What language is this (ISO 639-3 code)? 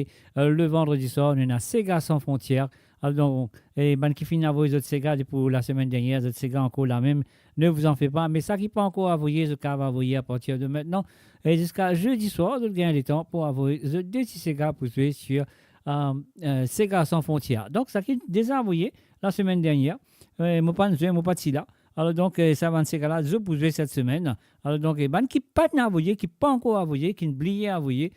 mfe